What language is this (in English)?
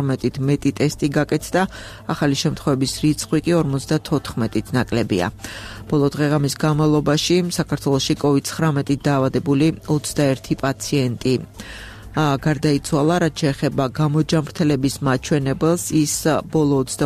Georgian